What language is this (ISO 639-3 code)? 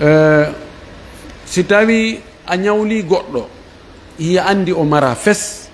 ful